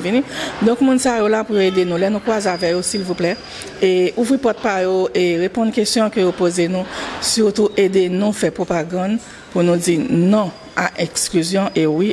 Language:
Haitian Creole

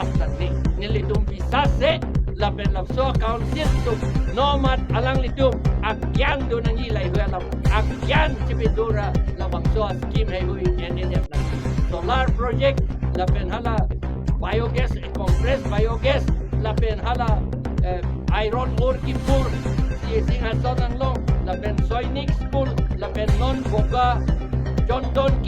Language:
Karbi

